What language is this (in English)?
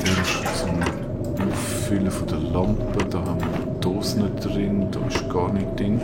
Swiss German